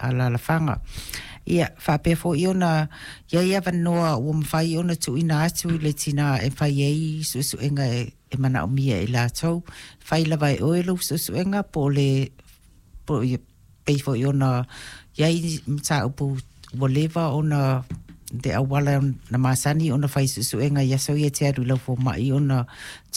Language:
Samoan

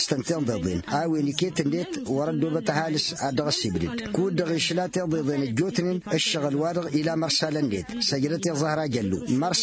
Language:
Tamasheq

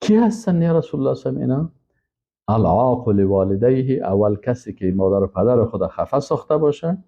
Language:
Persian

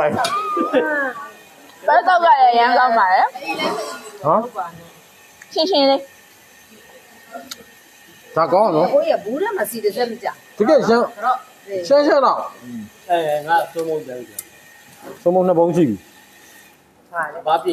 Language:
Burmese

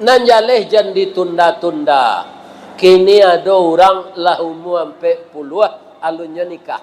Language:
Minangkabau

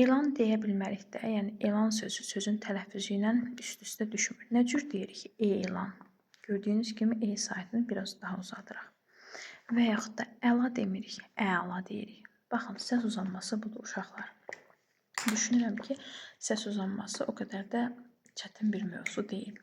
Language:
Azerbaijani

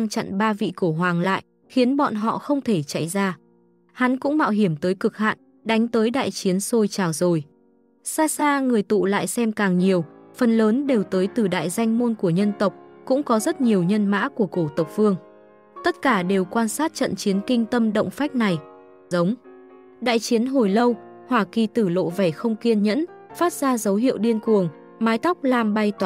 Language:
Vietnamese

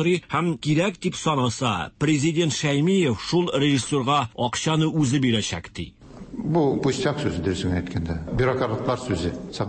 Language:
Tatar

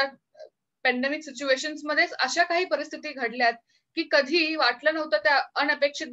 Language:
Marathi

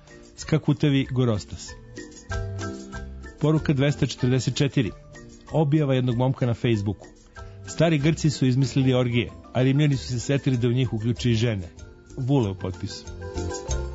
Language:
Serbian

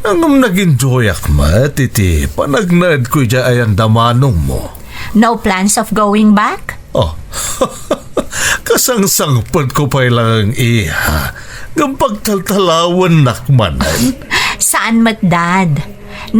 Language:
Iloko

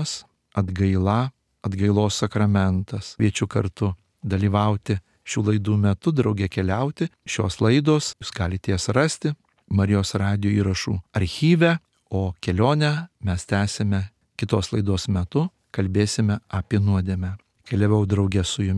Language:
Lithuanian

